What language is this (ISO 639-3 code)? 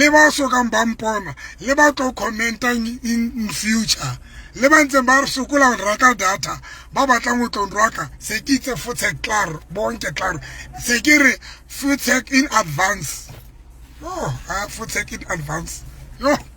sot